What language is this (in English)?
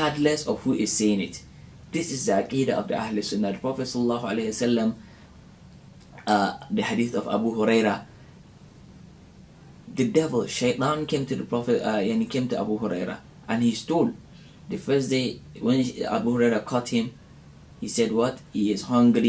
English